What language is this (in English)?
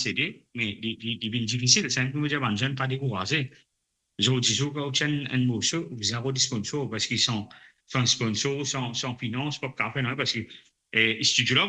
Morisyen